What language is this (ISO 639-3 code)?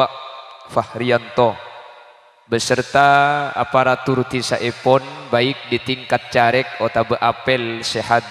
mad